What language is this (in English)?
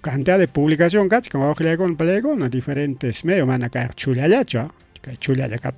Ayacucho Quechua